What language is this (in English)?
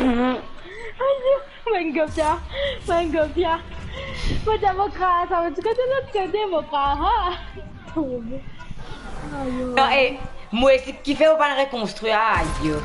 Morisyen